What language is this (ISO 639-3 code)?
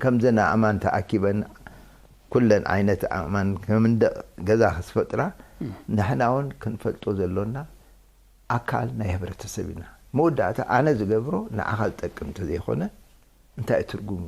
tir